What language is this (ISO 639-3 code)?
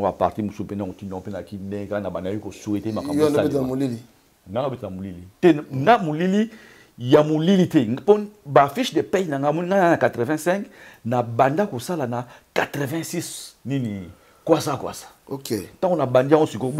lin